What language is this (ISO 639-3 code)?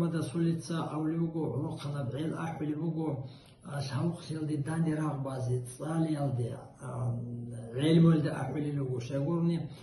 ava